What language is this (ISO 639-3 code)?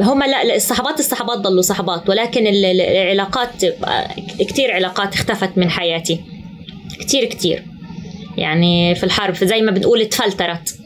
apc